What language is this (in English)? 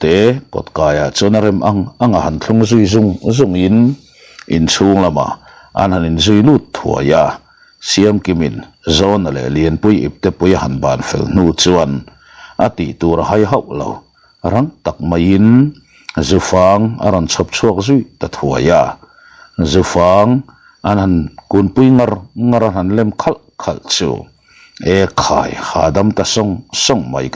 Mizo